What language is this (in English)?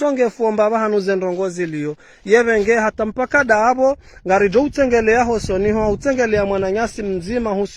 Ngazidja Comorian